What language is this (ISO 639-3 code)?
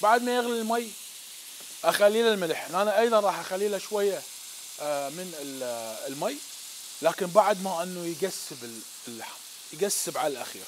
acm